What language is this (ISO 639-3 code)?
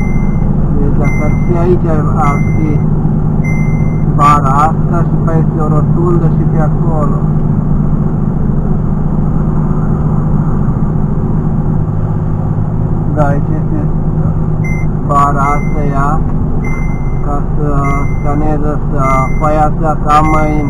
ron